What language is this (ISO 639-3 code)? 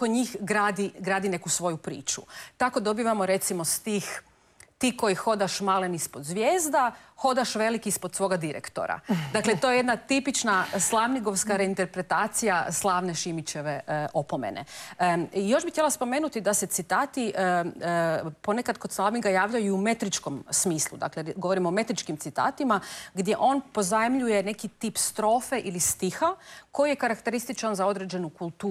hrv